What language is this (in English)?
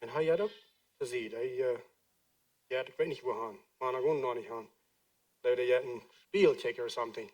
Plautdietsch